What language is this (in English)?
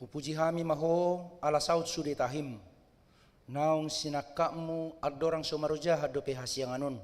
Batak Toba